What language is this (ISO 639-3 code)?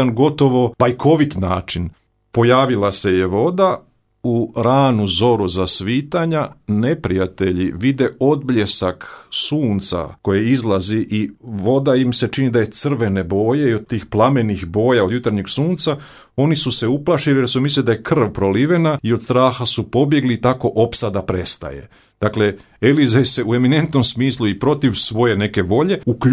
hrv